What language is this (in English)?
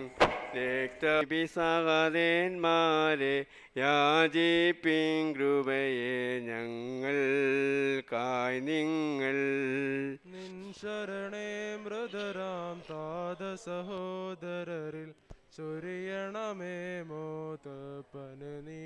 Malayalam